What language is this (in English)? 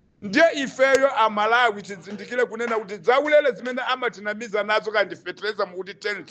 Nyanja